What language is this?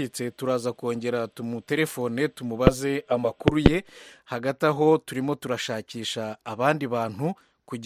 Kinyarwanda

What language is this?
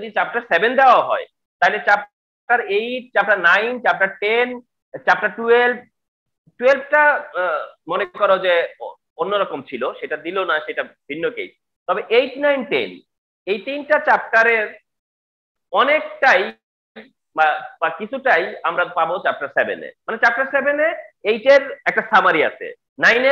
Bangla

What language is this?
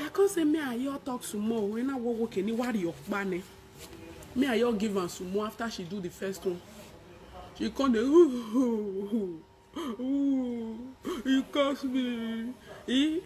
Nigerian Pidgin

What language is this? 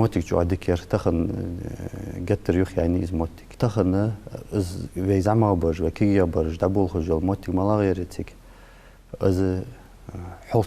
Ingush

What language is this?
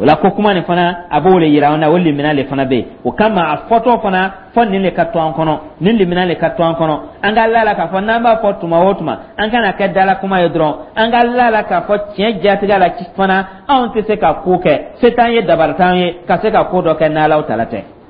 Dyula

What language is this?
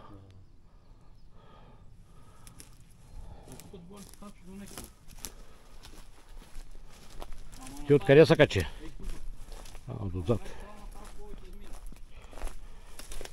Bulgarian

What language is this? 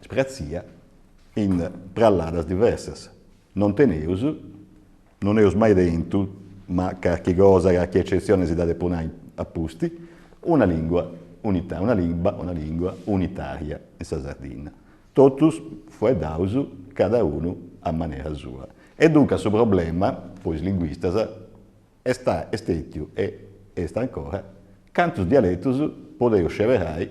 Sardinian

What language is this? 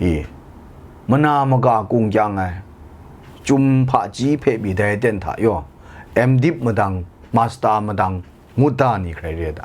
Kachin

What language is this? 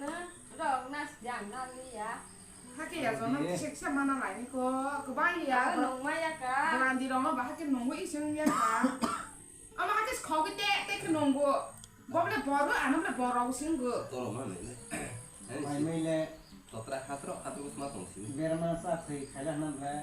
Kok Borok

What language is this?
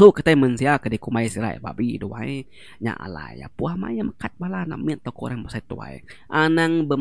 Iban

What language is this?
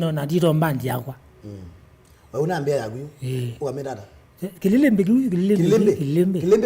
Kamba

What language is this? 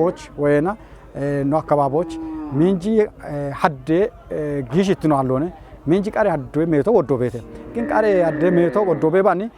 Kafa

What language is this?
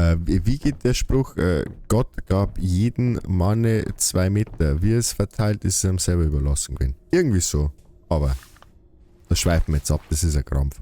Bavarian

